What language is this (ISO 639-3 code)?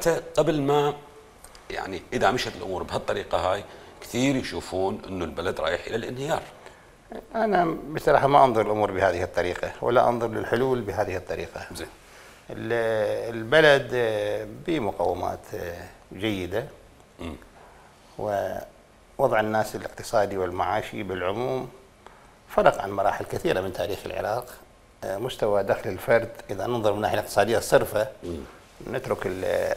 acm